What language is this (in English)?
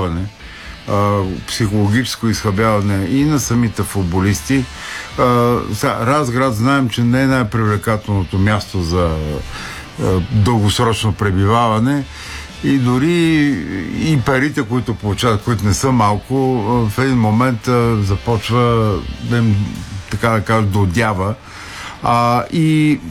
Bulgarian